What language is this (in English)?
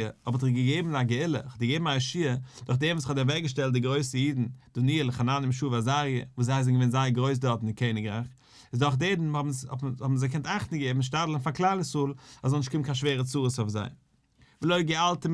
Yiddish